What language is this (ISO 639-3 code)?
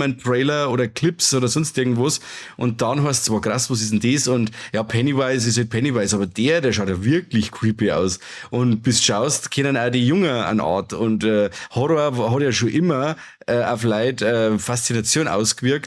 bar